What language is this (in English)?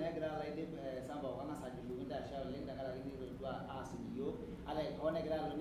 Masai